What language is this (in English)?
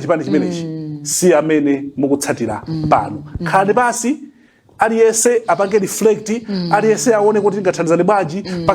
Nyanja